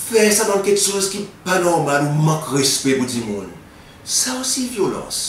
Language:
Seselwa Creole French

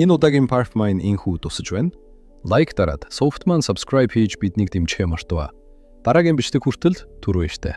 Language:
Mongolian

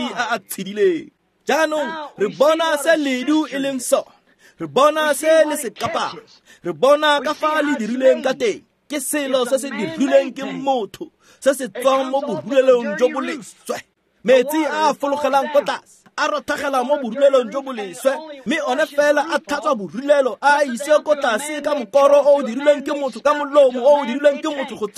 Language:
Tswana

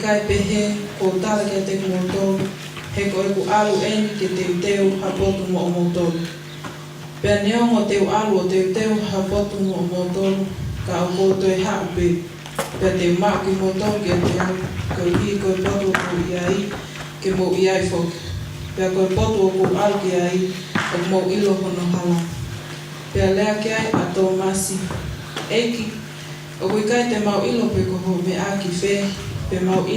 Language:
Tongan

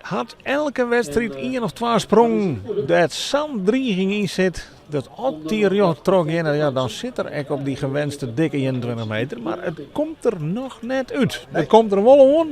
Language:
Western Frisian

